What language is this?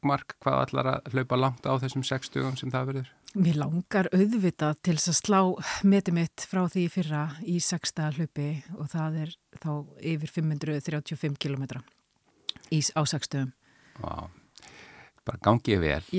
Icelandic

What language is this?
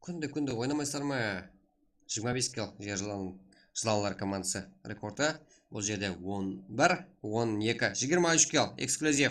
Kara-Kalpak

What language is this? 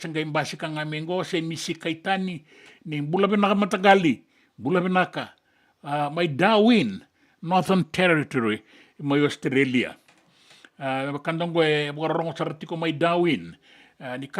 Fijian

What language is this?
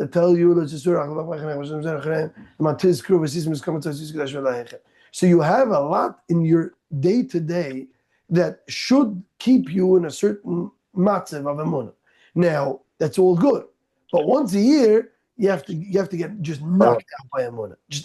Yiddish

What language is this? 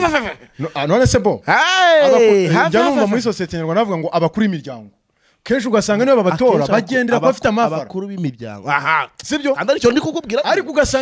Kinyarwanda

